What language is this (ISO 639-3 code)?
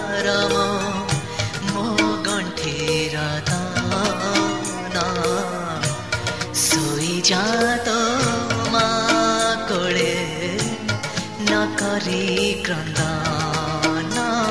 ori